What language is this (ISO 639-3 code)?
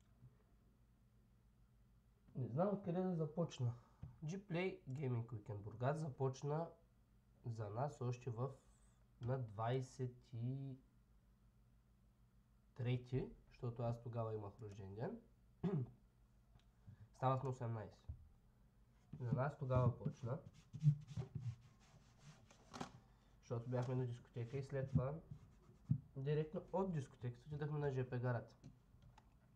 bul